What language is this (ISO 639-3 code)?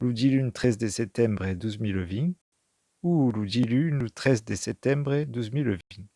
oci